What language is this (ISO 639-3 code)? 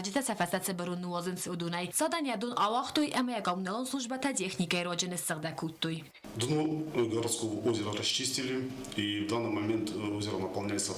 oss